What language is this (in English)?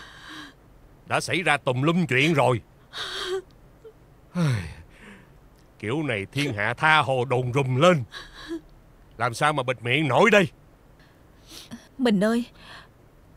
Vietnamese